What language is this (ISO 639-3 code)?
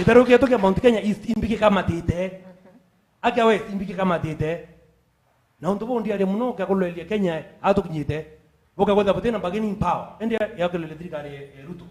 mer